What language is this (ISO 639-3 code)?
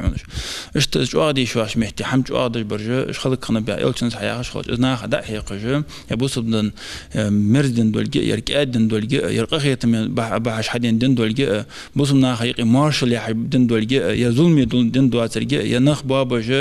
inh